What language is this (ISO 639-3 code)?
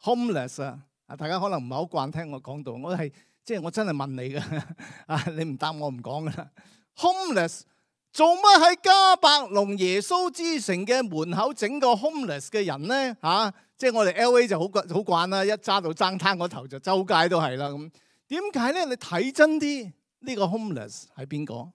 yue